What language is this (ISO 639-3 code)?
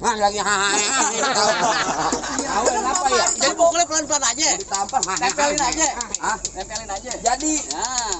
bew